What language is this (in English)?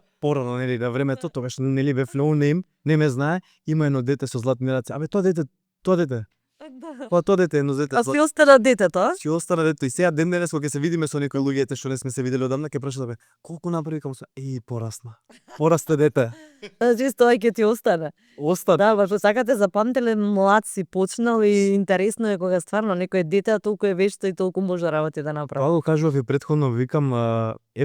Macedonian